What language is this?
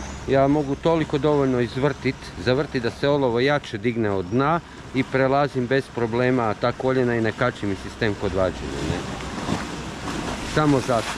Croatian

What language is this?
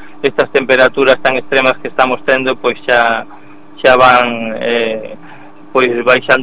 Galician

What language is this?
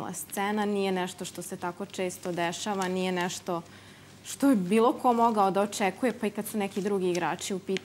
Serbian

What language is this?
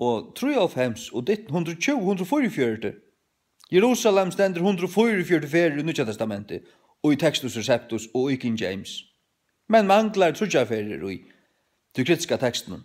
Faroese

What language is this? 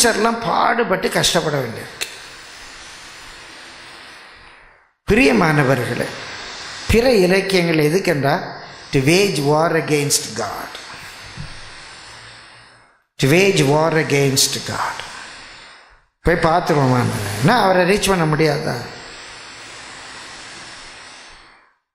Tamil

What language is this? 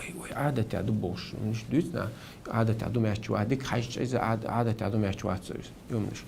Chechen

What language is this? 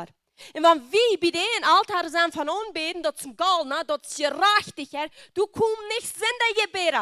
Plautdietsch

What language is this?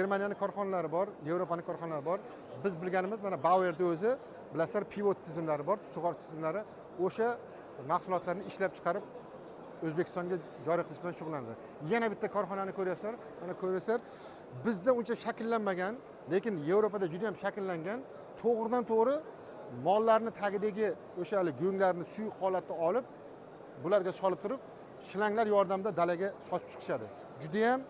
Uzbek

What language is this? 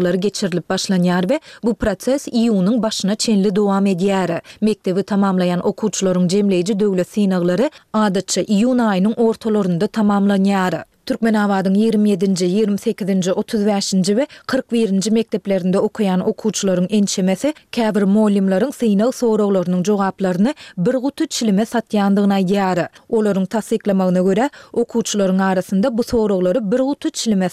Turkmen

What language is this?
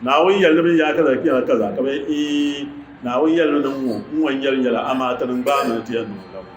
Dagbani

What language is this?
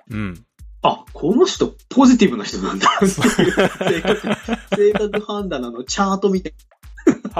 Japanese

